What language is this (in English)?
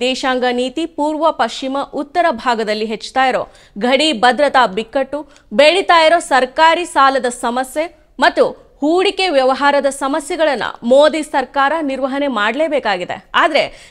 Kannada